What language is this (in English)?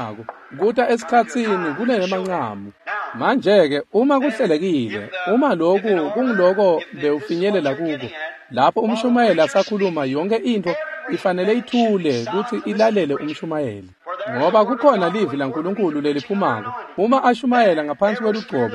Swati